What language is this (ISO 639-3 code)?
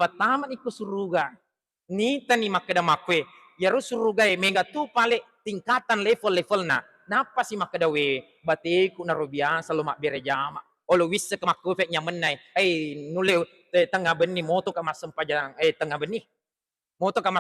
bug